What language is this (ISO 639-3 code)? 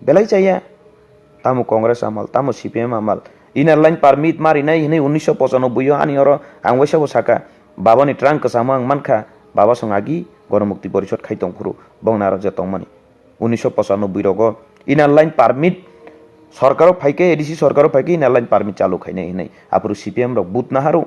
trp